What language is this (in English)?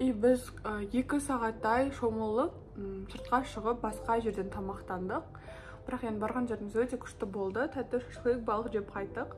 Kazakh